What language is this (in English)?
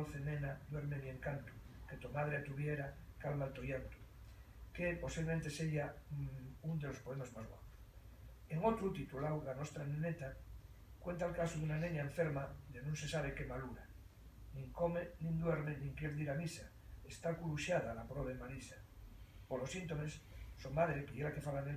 Asturian